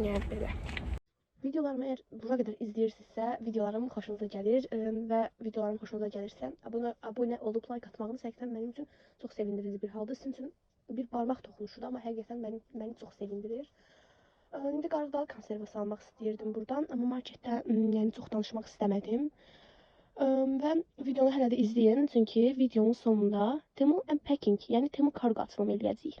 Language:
Azerbaijani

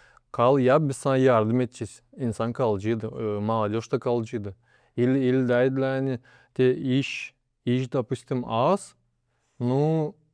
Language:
Gagauz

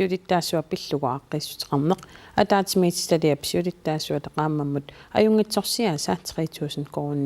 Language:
Kalaallisut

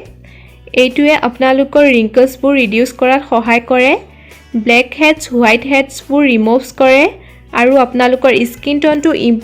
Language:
Assamese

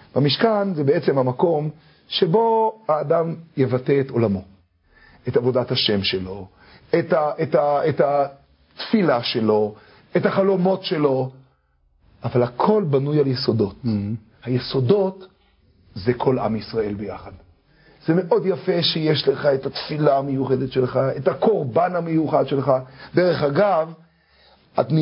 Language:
Hebrew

